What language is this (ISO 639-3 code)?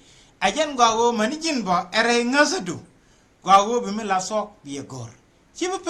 nus